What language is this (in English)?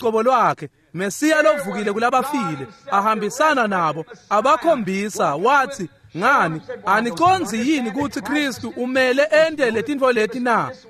Swati